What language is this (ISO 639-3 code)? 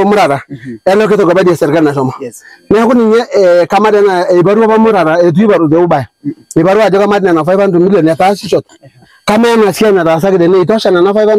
mas